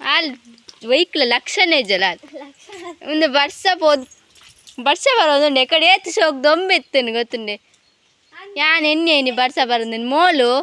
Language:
Tulu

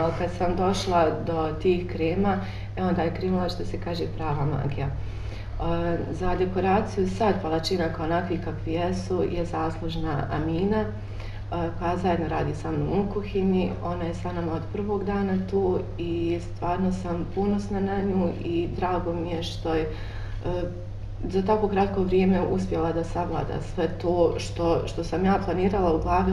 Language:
Bosnian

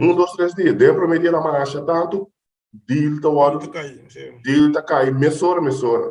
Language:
Papiamento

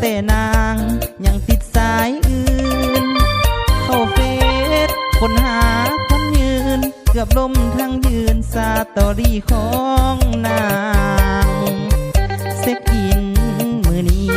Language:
Lao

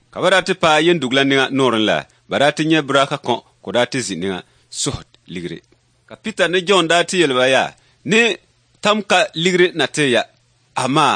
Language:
Dagbani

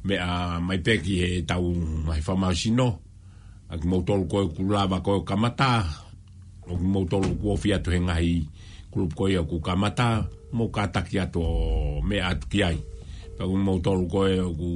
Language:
Tongan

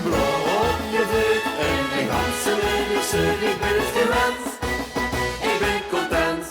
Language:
Limburgish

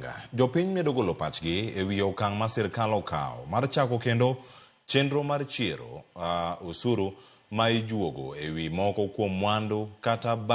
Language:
Luo (Kenya and Tanzania)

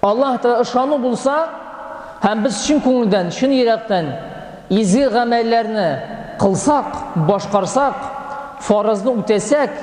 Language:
Tatar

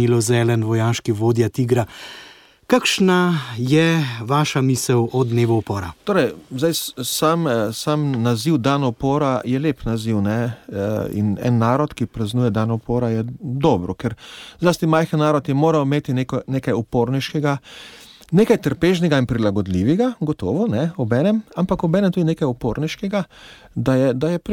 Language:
Slovenian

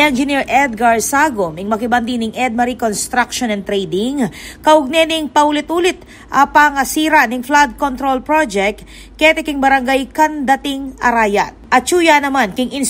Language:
Pampanga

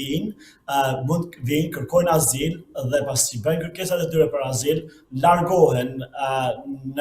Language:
Albanian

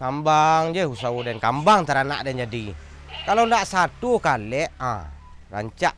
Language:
Minangkabau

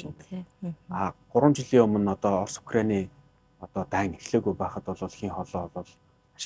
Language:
Mongolian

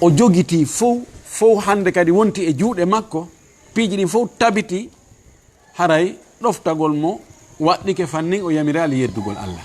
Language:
Fula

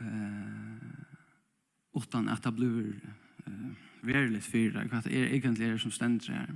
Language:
Faroese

